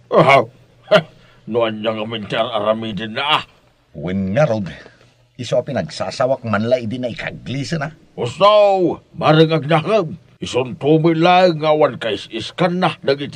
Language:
Iloko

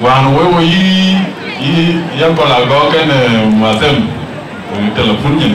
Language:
Dinka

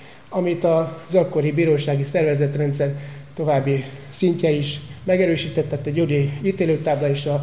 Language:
Hungarian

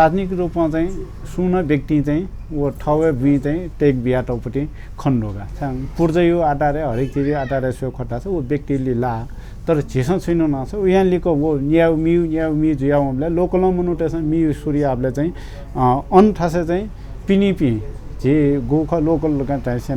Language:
Newari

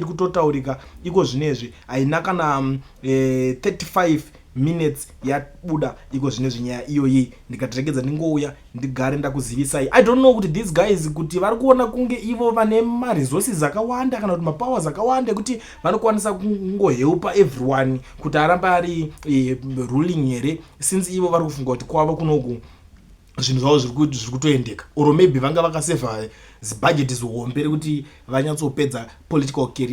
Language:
Shona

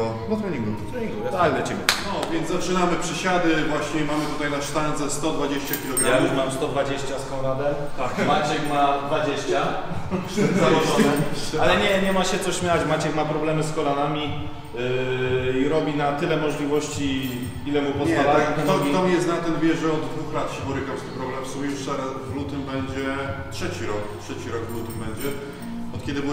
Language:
Polish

